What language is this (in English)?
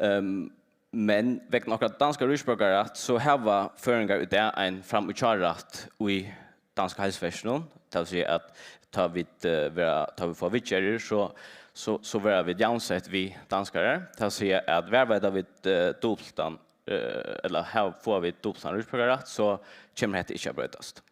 Faroese